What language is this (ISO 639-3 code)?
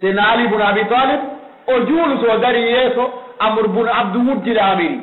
fuf